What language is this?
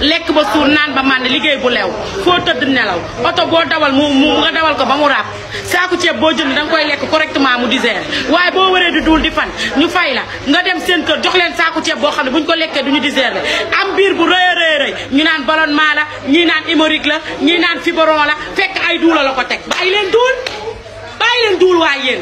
Wolof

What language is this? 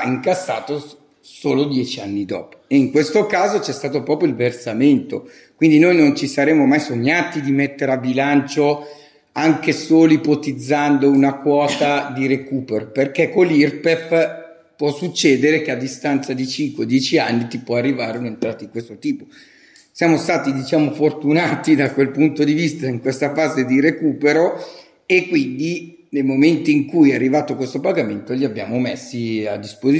Italian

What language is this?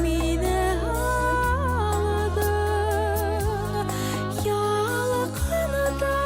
Bashkir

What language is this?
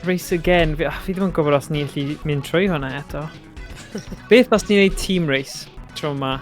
Welsh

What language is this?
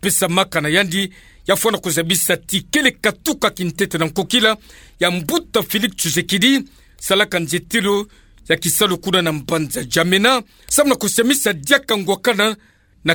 Kituba (Democratic Republic of Congo)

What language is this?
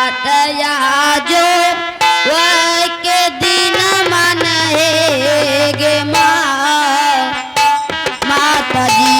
Angika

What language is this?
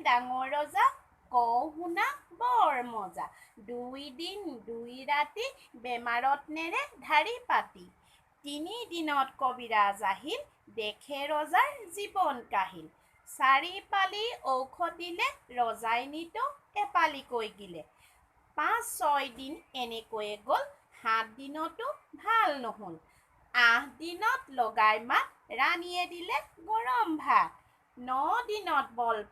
Assamese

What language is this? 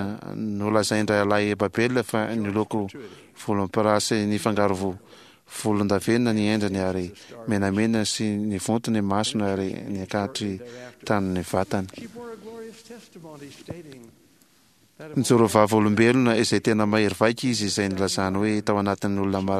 Malagasy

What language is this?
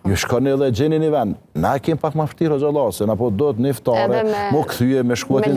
Albanian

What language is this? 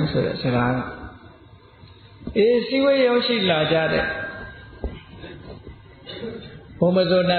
Burmese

